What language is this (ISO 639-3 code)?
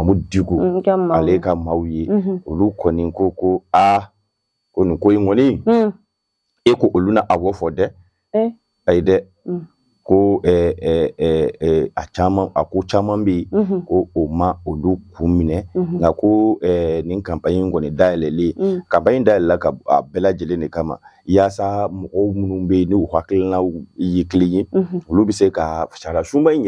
bam